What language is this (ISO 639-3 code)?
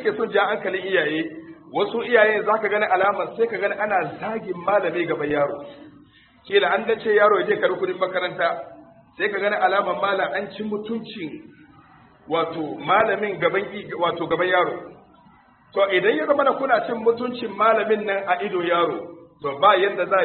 hau